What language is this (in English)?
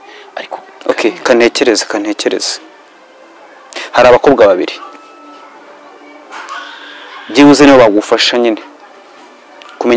Kinyarwanda